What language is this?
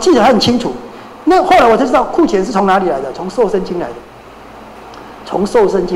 Chinese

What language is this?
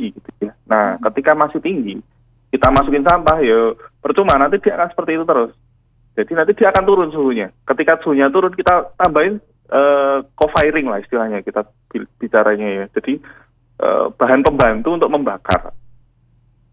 Indonesian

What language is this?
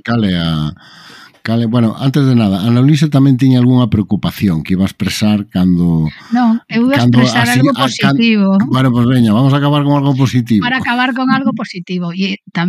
Galician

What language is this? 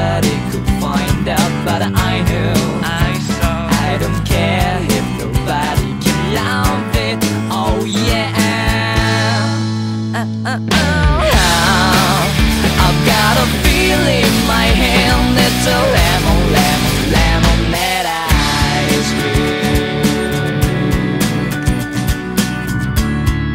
English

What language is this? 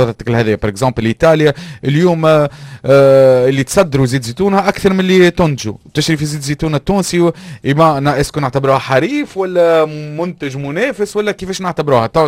Tunisian Arabic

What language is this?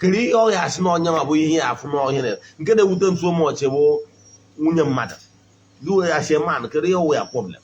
Igbo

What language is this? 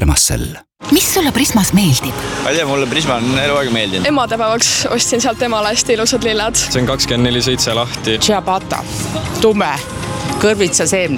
Estonian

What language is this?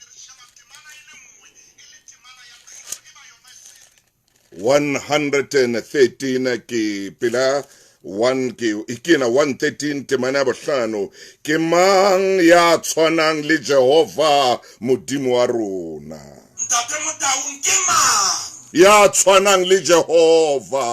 Southern Sotho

